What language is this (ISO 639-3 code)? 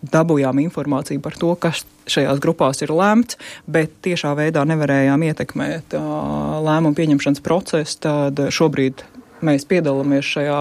lav